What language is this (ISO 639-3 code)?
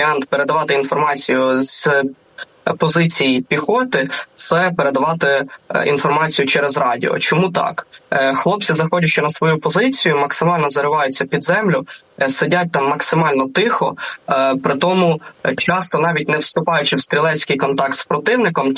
ukr